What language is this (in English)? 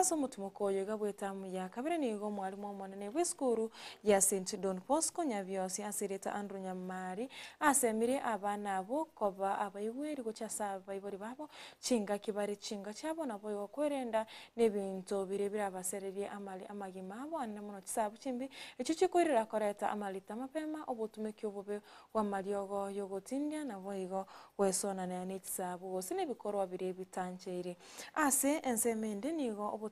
Gusii